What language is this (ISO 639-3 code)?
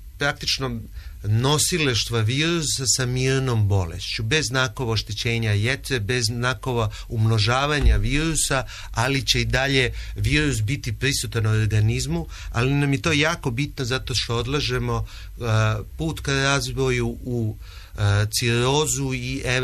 srp